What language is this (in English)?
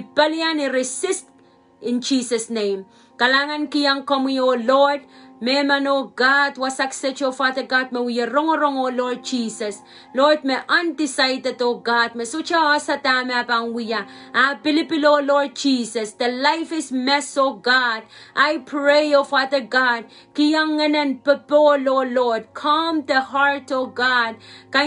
Pohnpeian